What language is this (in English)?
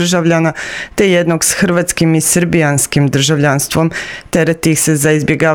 Croatian